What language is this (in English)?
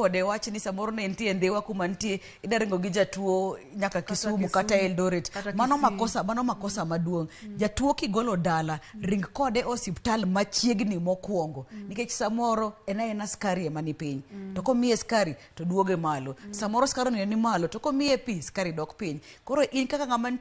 Luo (Kenya and Tanzania)